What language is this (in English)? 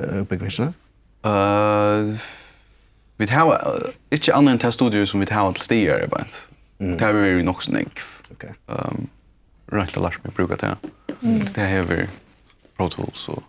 Faroese